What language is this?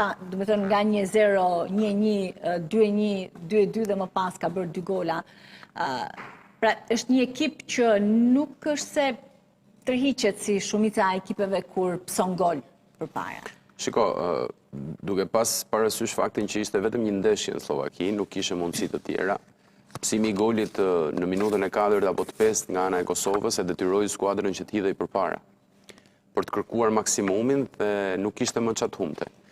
Albanian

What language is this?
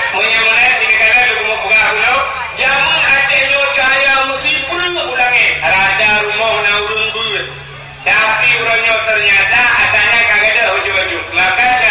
Achinese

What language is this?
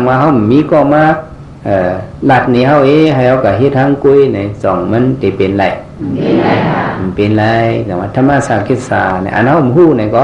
Shan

